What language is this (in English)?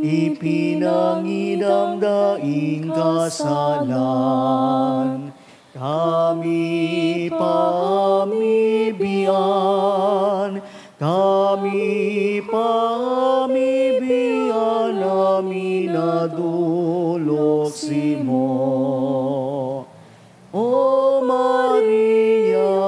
Bikol